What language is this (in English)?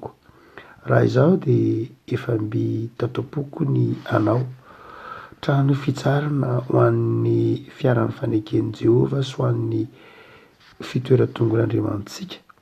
Malagasy